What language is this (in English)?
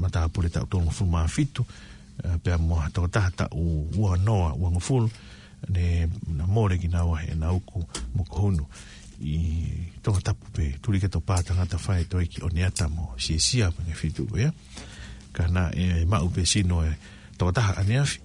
Tongan